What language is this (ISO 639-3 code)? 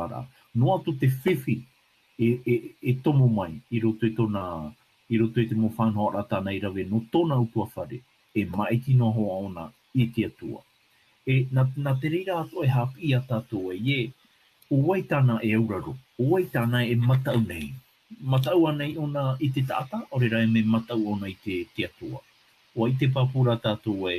tah